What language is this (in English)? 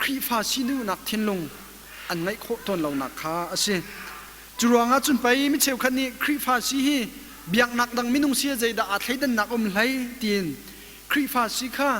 Hakha Chin